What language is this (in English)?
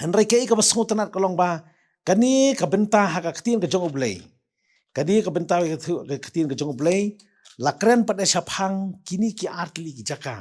Khasi